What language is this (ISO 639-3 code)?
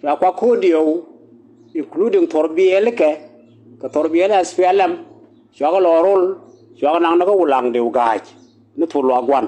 nus